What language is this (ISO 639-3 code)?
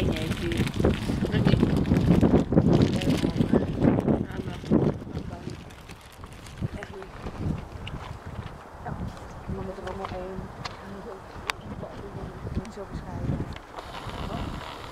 nld